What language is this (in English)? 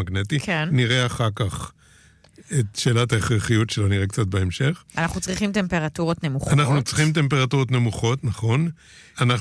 Hebrew